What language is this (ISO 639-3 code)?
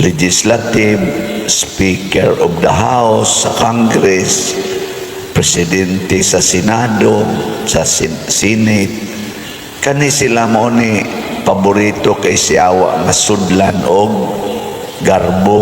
ceb